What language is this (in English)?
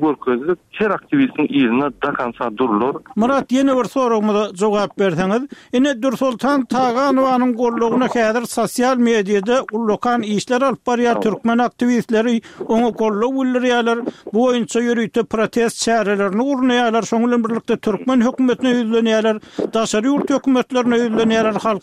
Turkmen